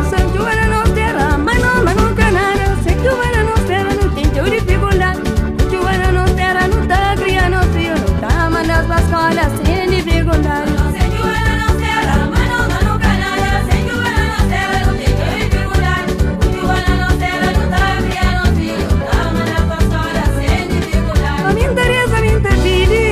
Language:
Kabuverdianu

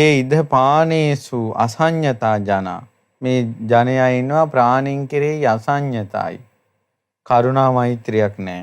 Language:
Sinhala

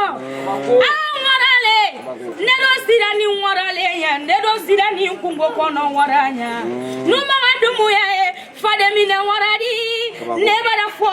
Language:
Bambara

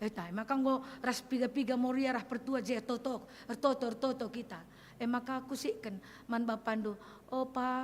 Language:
Batak Karo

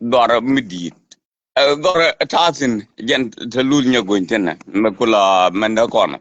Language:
Nuer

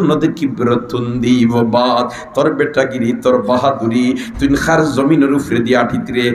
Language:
Sylheti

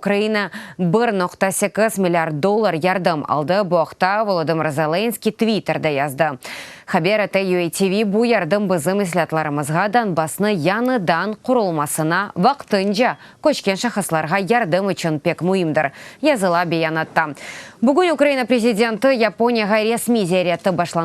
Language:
Crimean Tatar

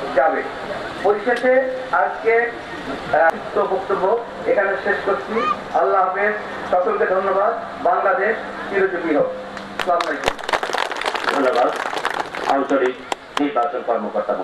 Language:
Bangla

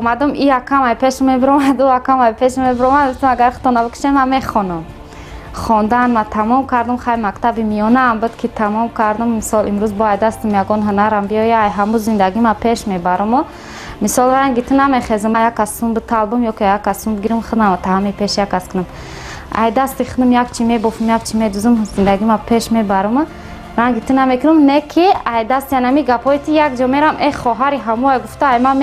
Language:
Tajik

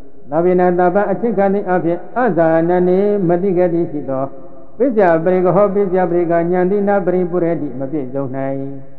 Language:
Burmese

